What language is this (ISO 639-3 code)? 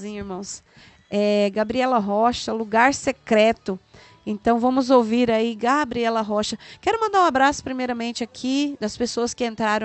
por